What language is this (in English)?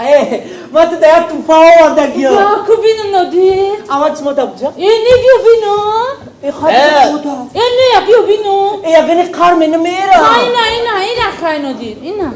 Tajik